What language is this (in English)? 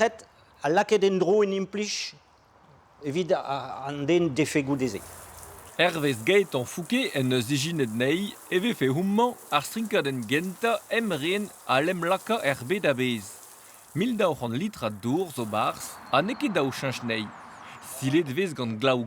Breton